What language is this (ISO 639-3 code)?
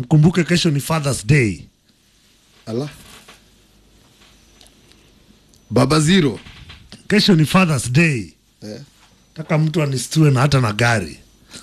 swa